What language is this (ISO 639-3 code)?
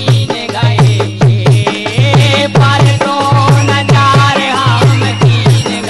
bns